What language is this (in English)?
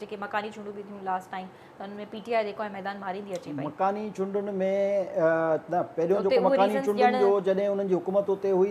Sindhi